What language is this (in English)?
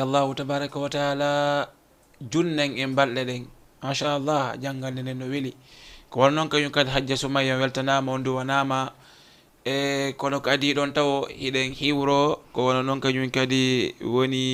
Fula